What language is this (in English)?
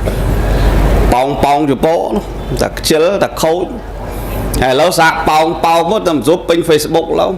Khmer